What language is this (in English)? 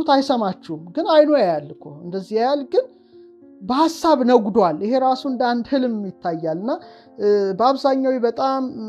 Amharic